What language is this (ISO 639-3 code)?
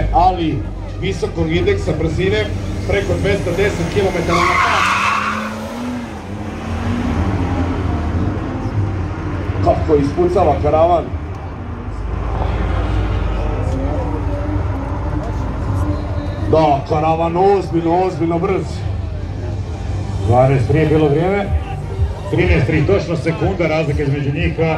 hrv